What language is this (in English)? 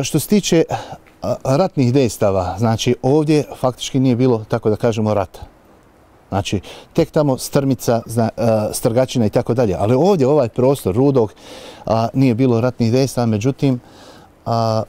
Bosnian